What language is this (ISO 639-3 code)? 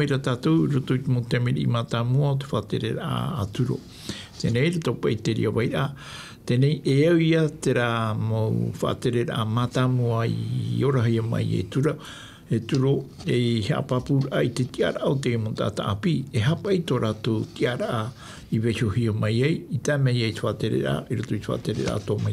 tah